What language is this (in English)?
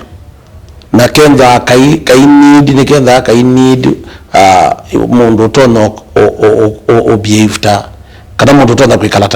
Kamba